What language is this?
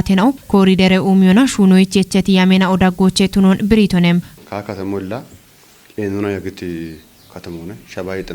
Kafa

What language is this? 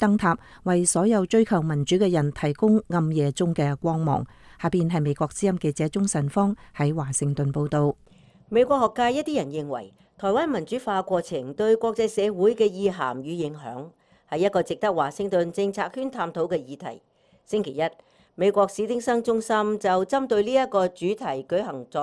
Cantonese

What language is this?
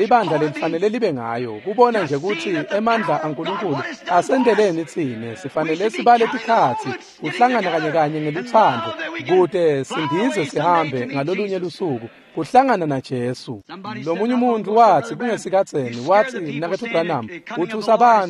Swati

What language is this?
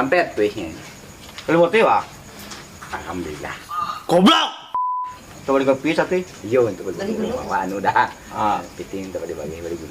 Minangkabau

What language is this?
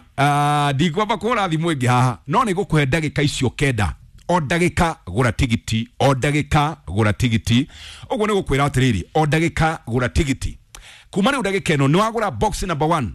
Kikuyu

